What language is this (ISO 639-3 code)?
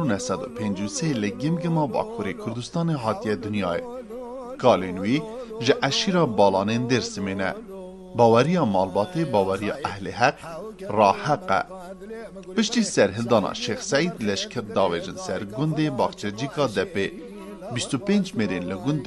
kur